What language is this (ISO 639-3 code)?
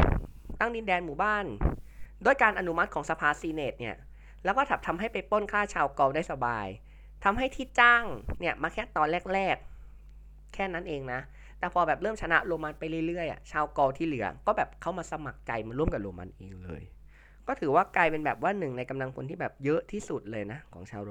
tha